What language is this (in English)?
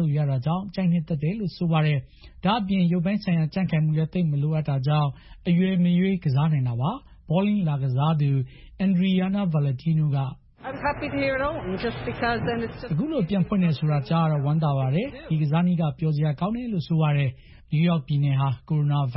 Burmese